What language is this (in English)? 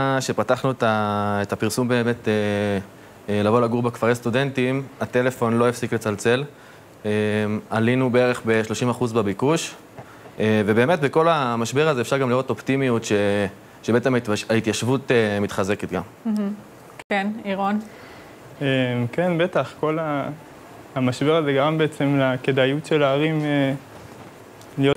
Hebrew